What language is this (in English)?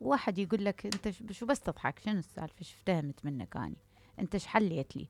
Mesopotamian Arabic